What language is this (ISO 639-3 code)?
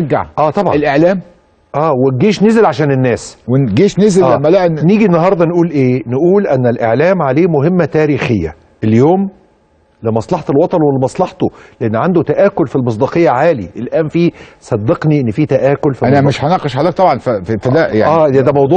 arz